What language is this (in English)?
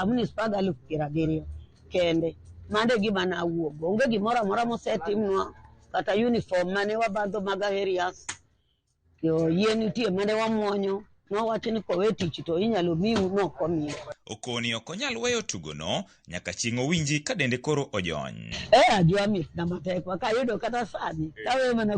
Luo (Kenya and Tanzania)